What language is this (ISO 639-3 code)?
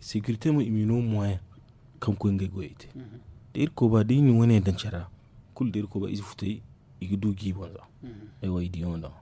dje